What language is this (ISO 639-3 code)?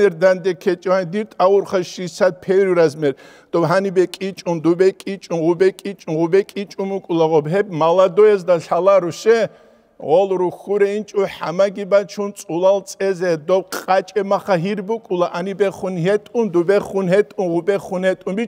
ava